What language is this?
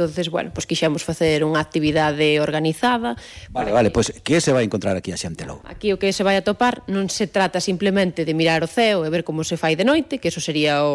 Galician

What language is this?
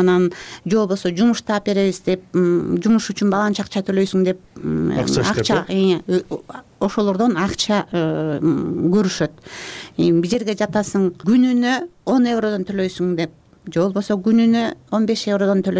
Kyrgyz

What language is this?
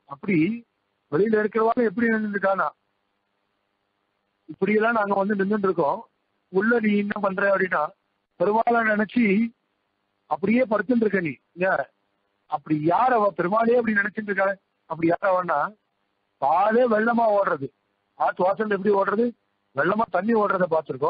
Tamil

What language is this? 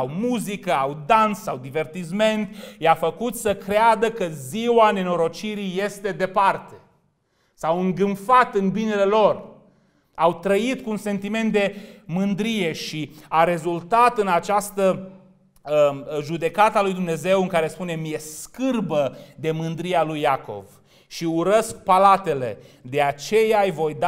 Romanian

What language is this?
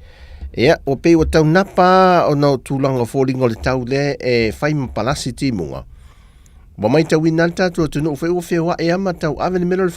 Samoan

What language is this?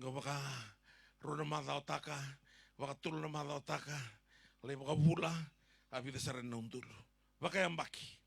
Fijian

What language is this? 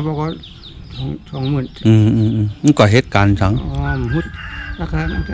Shan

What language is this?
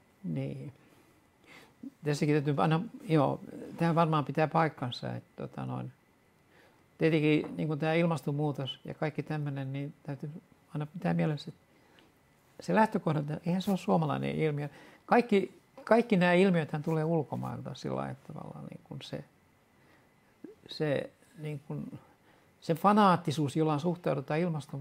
Finnish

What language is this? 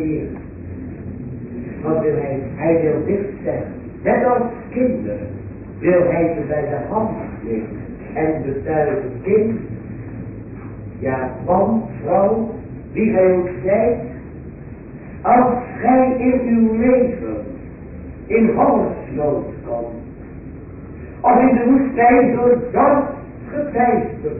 Dutch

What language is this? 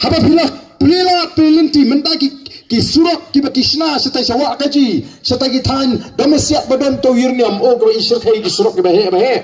Khasi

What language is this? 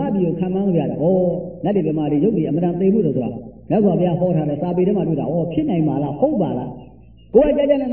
Burmese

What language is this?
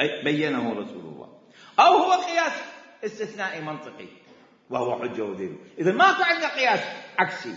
Mesopotamian Arabic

